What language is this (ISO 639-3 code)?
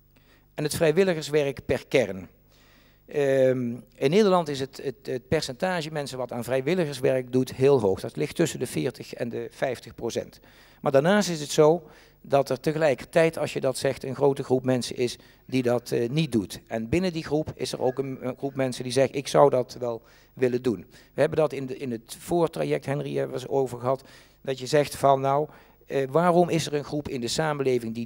nld